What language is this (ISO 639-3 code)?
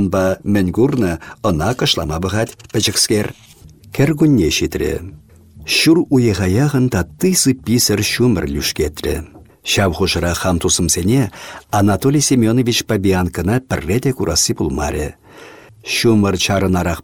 chv